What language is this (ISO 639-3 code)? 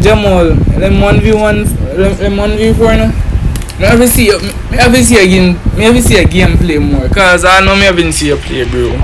jam